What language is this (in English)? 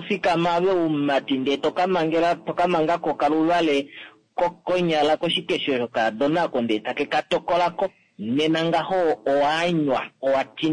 Kuanyama